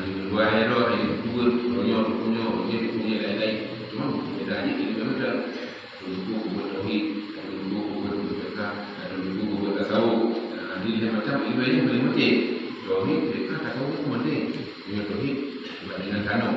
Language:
Achinese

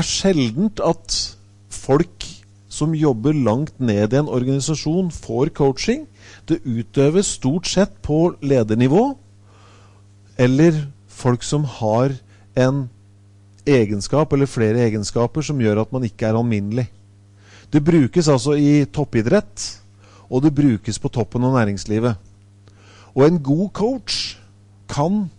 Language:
Norwegian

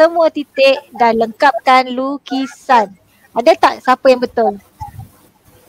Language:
Malay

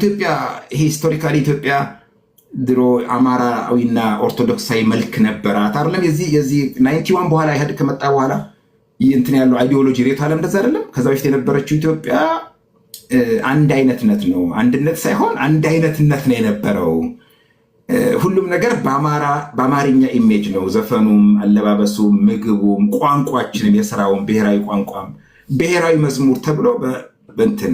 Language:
Amharic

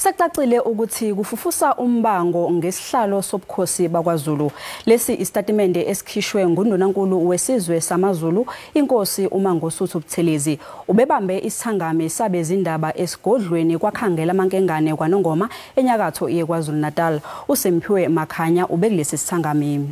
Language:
Zulu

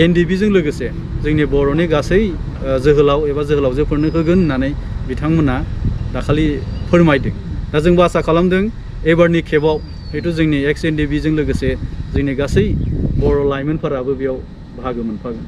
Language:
Bodo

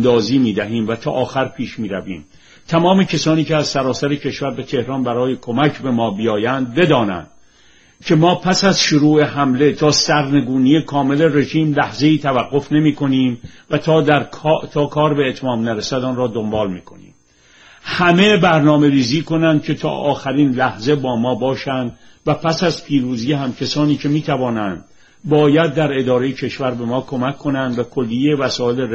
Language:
Persian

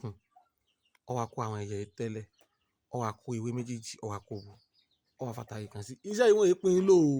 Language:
Yoruba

